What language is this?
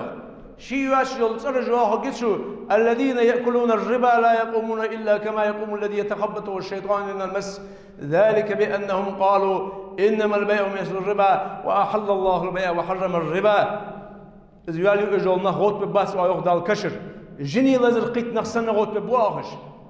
Ingush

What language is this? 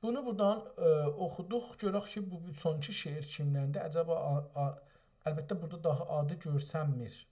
South Azerbaijani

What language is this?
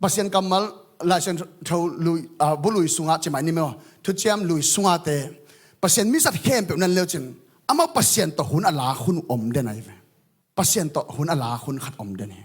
Tedim Chin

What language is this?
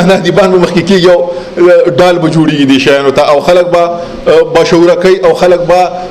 Pashto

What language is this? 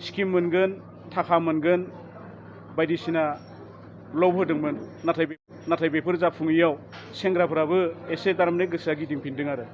Bodo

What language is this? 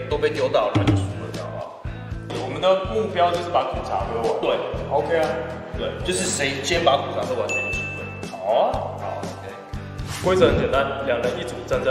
Chinese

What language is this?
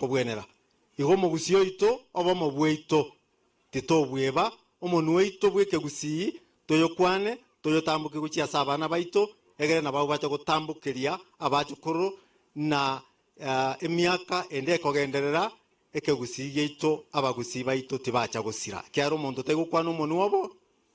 Gusii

